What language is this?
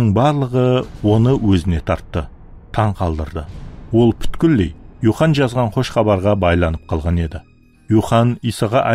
Kara-Kalpak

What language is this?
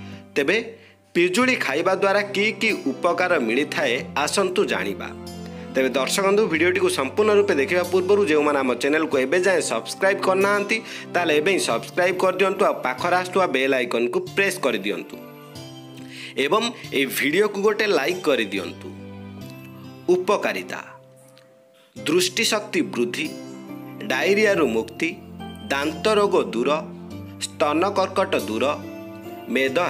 Odia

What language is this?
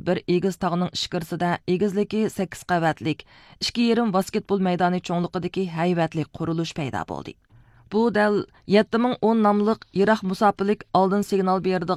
Uyghur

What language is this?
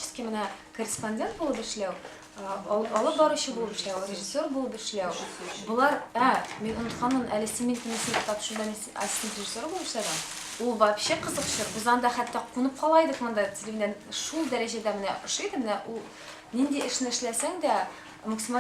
Tatar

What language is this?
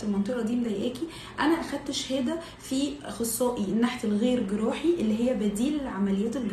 Egyptian Arabic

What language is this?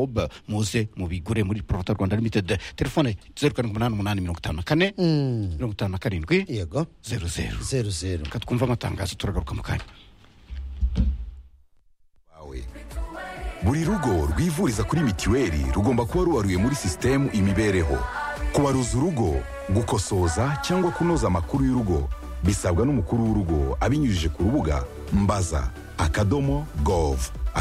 Kinyarwanda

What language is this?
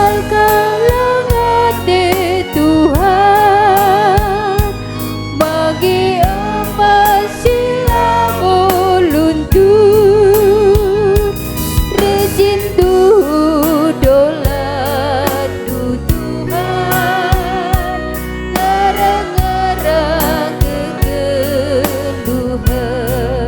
Batak Karo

